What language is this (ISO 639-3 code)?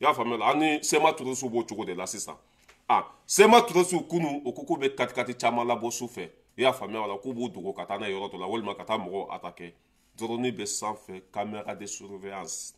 bam